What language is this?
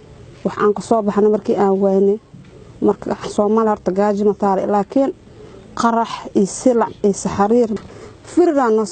Somali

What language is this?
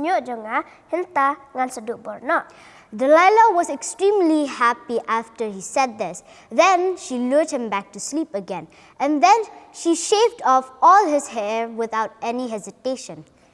Khasi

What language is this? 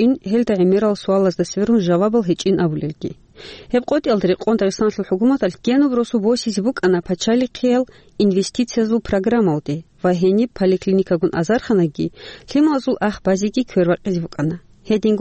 Avaric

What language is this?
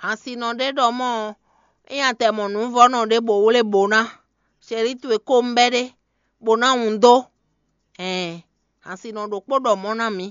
Fon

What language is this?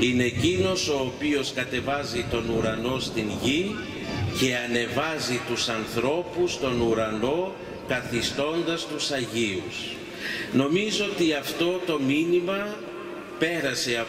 Greek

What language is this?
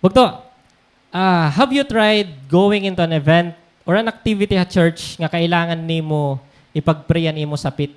Waray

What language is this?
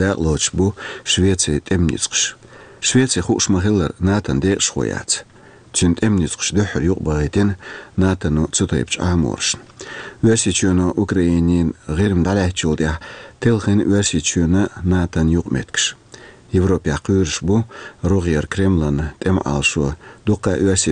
Chechen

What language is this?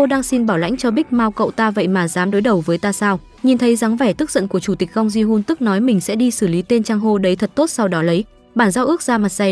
Vietnamese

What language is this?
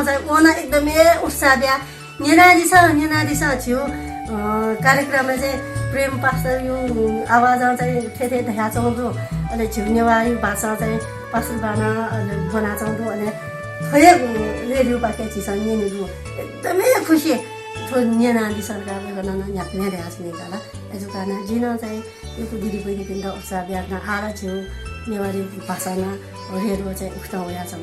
Newari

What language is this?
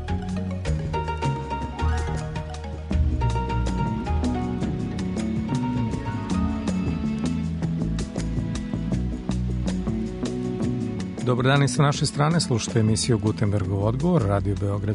Serbian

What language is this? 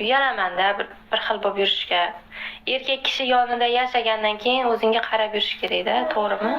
Uzbek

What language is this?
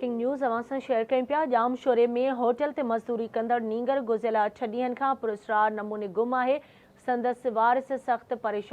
Sindhi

